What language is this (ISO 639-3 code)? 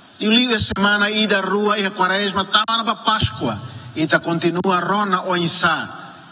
tet